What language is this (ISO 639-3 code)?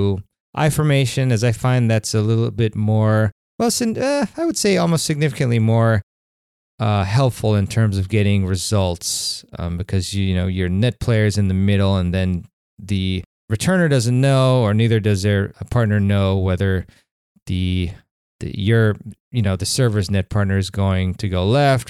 eng